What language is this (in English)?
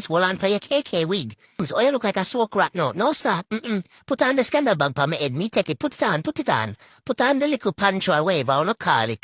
Jamaican Creole English